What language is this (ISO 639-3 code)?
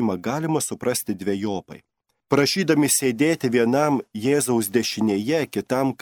lit